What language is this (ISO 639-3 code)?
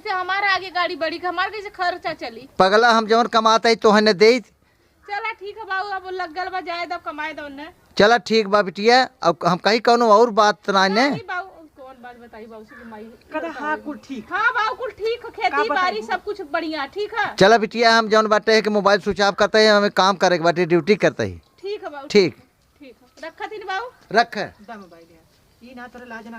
awa